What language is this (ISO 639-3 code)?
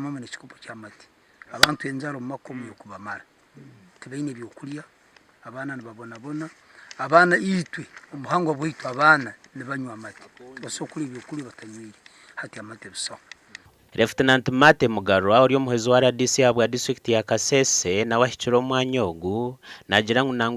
nyn